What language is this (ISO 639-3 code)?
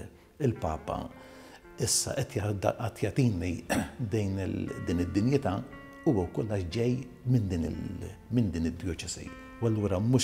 mlt